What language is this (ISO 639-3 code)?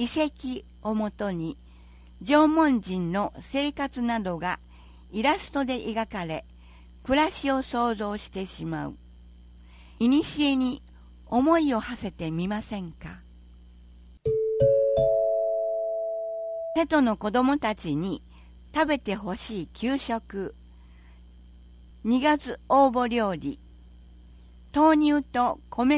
jpn